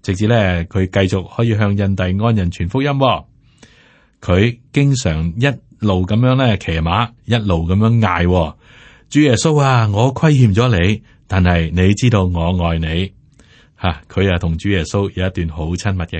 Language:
Cantonese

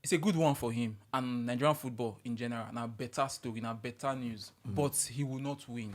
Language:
Nigerian Pidgin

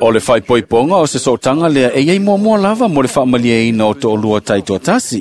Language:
Samoan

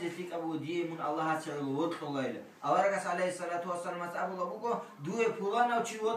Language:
Avaric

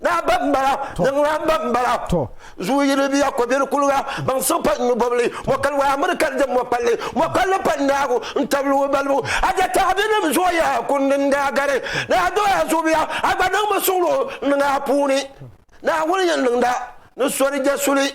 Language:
Dagbani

